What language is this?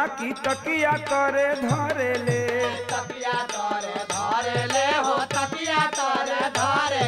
Bhojpuri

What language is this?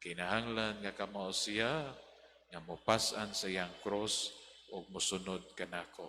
Cebuano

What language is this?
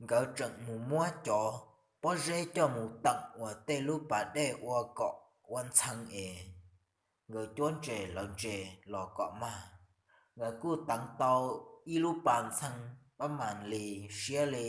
Hmong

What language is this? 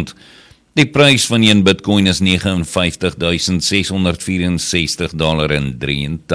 Afrikaans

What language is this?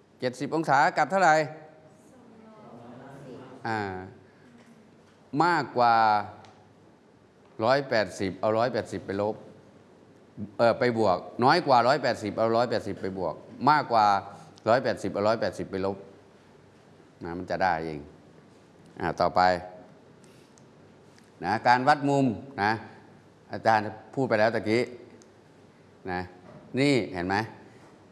Thai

